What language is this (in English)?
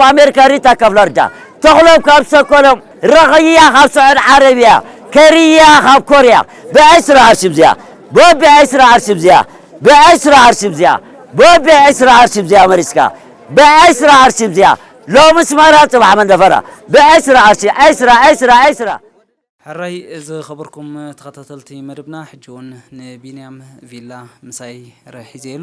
Tigrinya